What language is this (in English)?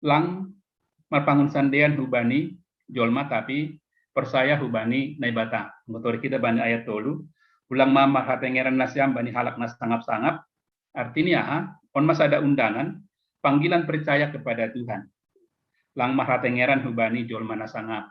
Batak Simalungun